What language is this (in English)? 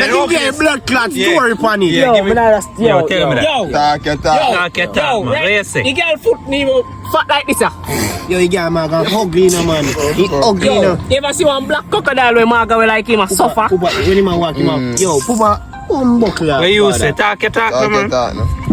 Jamaican Creole English